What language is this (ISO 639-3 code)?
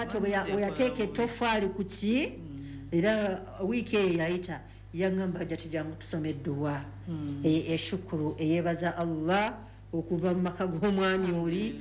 lug